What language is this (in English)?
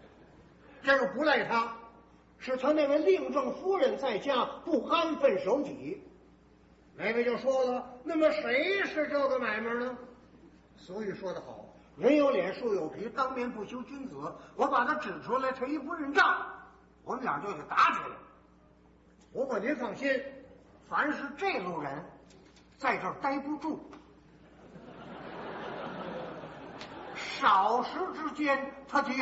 Chinese